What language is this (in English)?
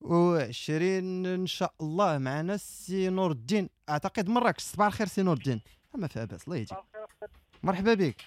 Moroccan Arabic